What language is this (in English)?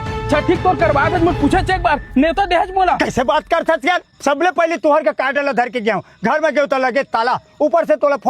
Chhattisgarhi